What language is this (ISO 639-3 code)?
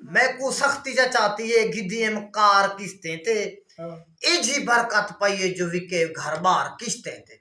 skr